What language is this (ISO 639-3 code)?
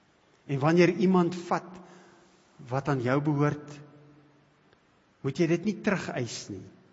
afr